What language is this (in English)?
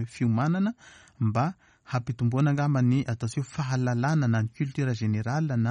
Malagasy